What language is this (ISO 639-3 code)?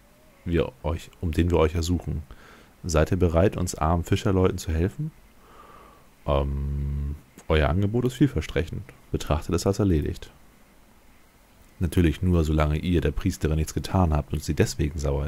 deu